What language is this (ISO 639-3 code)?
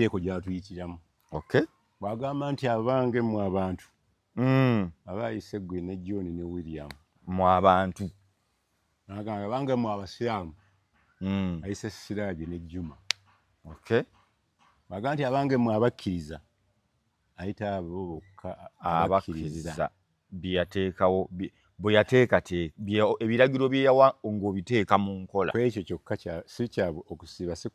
lug